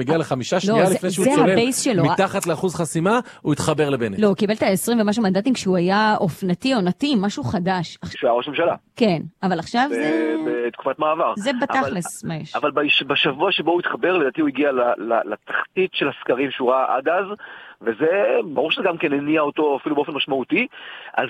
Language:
Hebrew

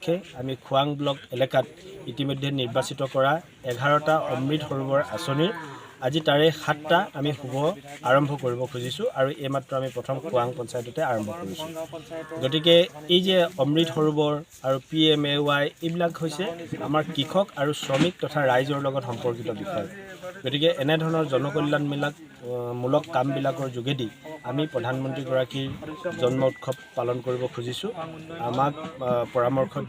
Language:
Assamese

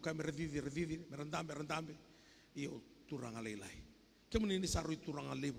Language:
Fijian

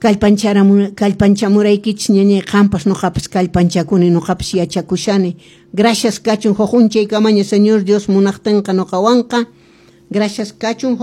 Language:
Quechua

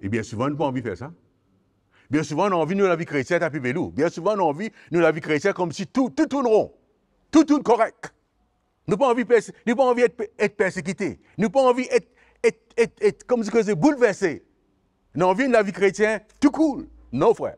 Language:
Morisyen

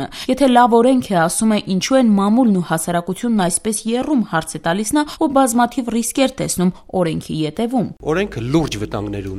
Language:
Armenian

